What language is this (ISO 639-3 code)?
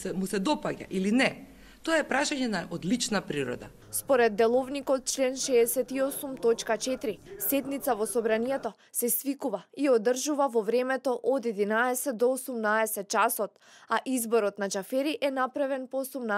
mkd